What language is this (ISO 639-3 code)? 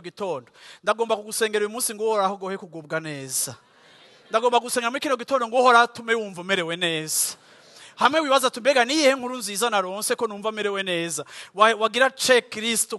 run